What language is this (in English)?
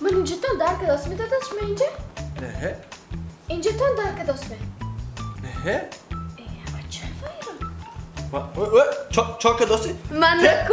Tajik